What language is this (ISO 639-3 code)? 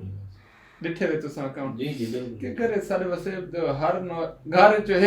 skr